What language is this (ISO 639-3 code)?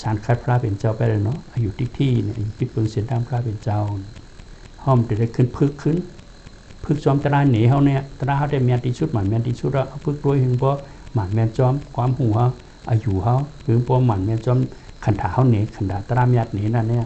shn